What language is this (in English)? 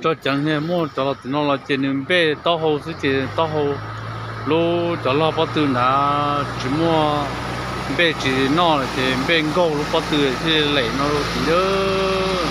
Hmong